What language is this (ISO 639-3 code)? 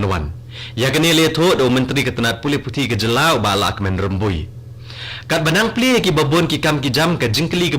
kha